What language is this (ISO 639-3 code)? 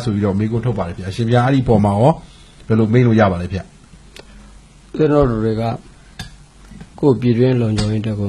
mya